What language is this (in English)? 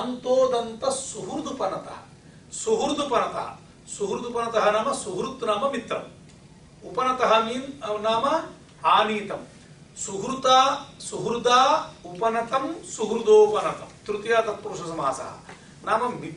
Sanskrit